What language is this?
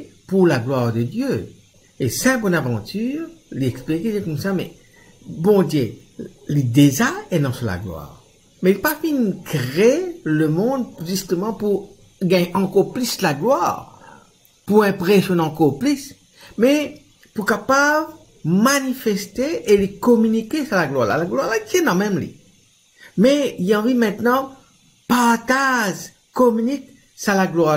Morisyen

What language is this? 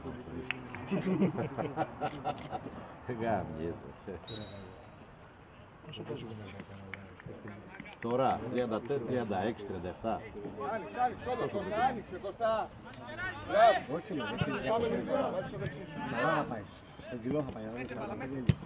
Greek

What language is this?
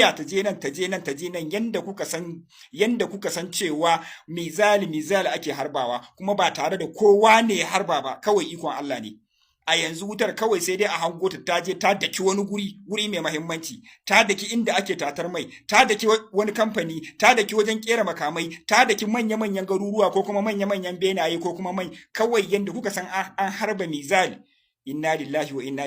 Hausa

